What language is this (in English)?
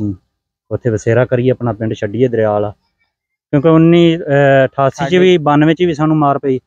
Punjabi